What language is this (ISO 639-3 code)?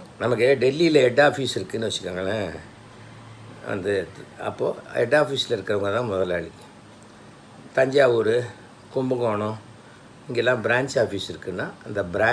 tam